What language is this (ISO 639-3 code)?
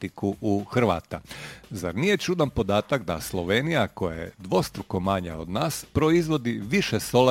hrv